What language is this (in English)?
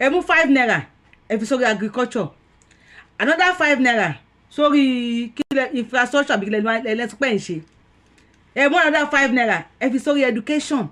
Yoruba